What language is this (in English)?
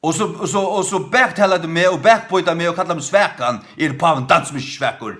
Faroese